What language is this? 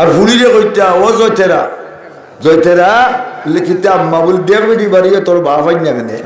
Sylheti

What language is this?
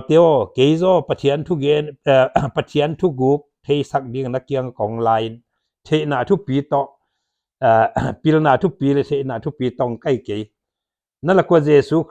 Paite Chin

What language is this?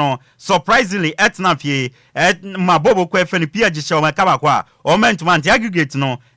Akan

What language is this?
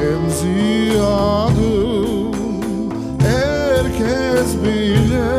Crimean Tatar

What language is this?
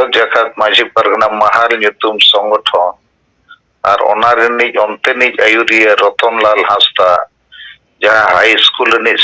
Santali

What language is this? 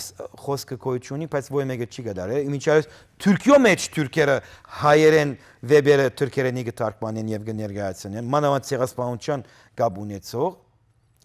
Western Armenian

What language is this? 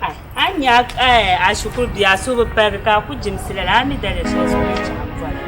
Dagbani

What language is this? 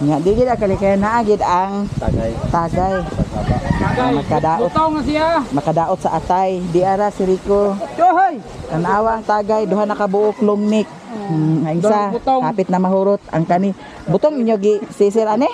Cebuano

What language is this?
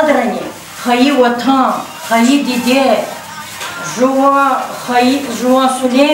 Lezghian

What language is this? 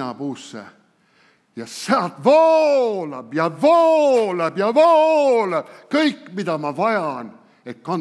Estonian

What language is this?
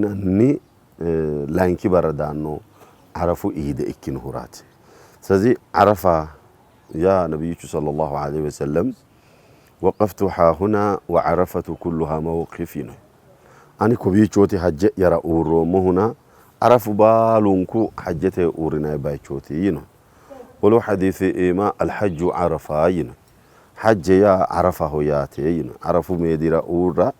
Sidamo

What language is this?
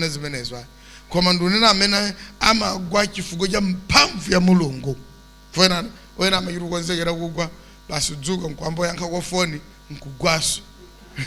Nyanja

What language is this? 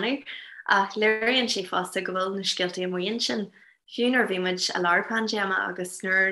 Irish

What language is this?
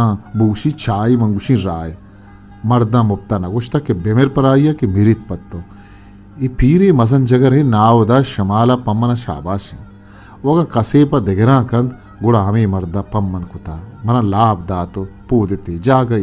Eastern Balochi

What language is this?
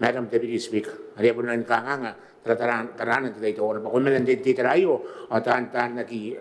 Gilbertese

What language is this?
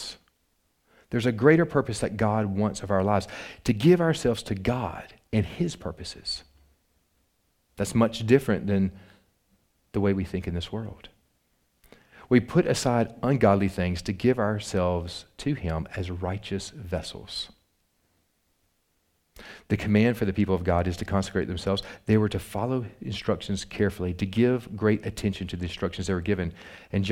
English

